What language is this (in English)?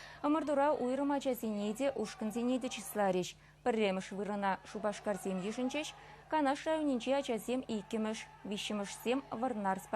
Chuvash